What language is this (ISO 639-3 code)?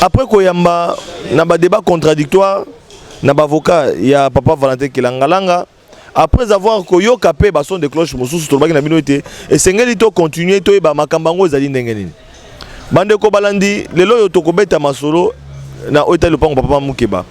lin